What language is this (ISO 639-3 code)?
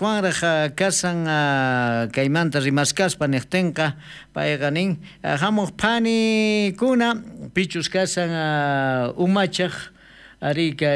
quh